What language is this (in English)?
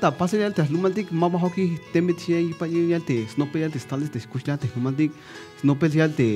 Tzeltal